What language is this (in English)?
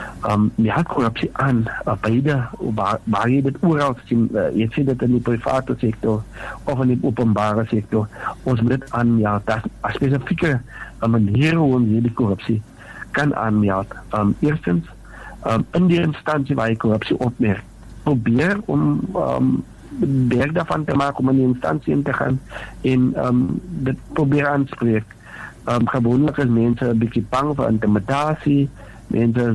Afrikaans